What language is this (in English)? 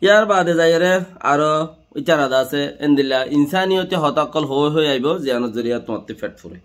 Rohingya